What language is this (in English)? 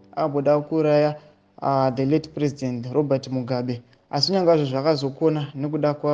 Shona